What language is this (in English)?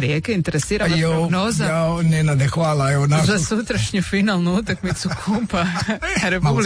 Croatian